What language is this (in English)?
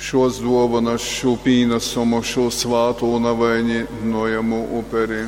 Latgalian